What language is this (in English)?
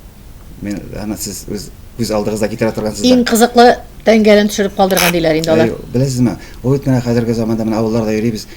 Tatar